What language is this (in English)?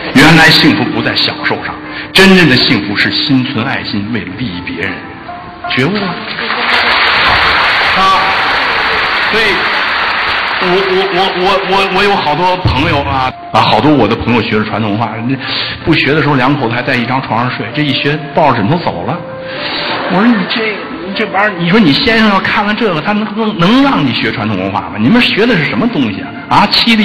Chinese